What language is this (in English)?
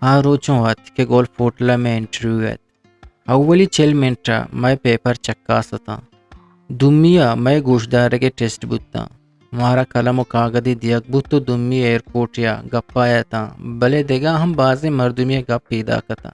Eastern Balochi